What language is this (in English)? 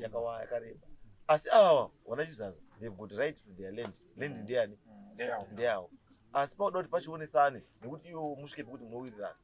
Shona